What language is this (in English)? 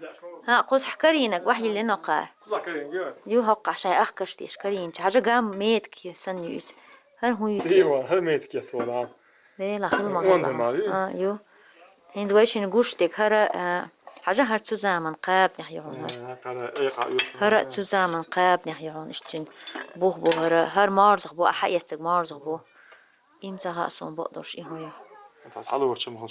Chechen